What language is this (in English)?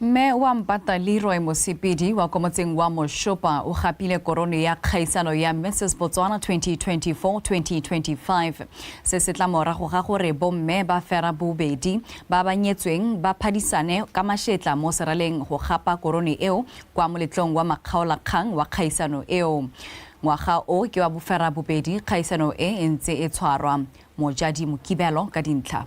Tswana